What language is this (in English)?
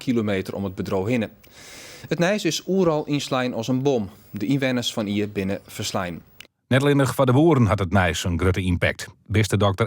Western Frisian